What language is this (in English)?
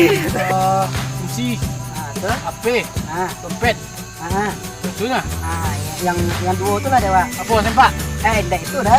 Minangkabau